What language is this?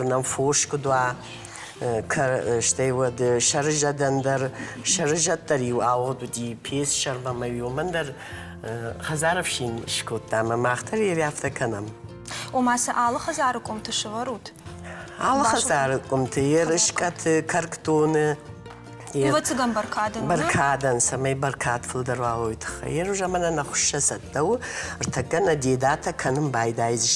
Ossetic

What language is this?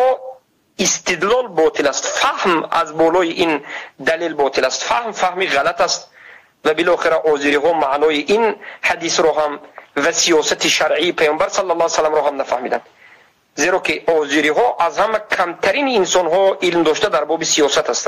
Tajik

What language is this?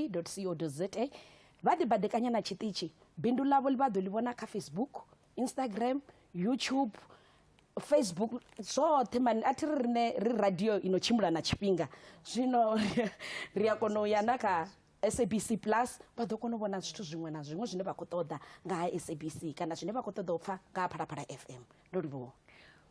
Venda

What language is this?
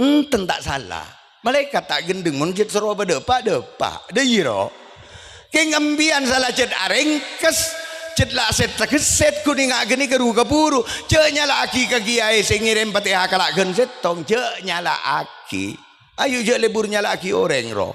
Madurese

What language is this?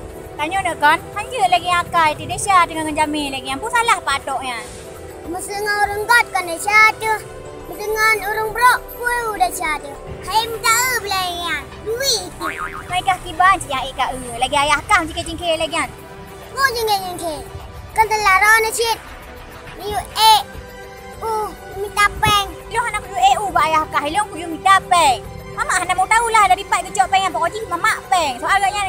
Achinese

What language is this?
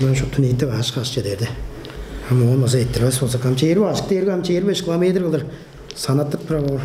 Tuvinian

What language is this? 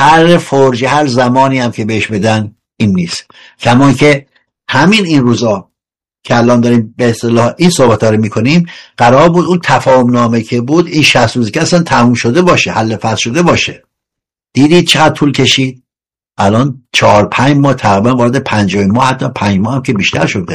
Persian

